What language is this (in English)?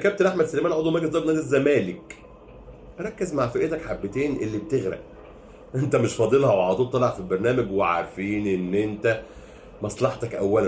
Egyptian Arabic